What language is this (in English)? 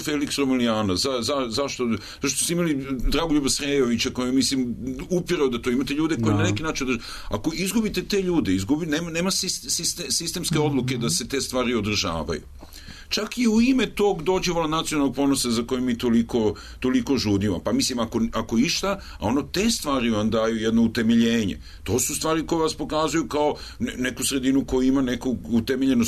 Serbian